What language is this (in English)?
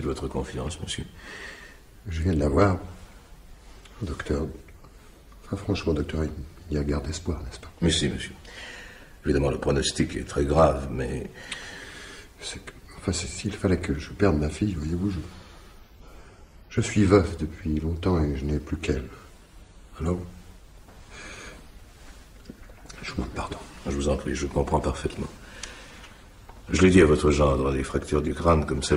French